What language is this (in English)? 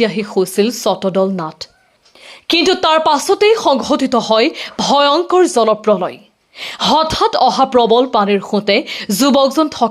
Assamese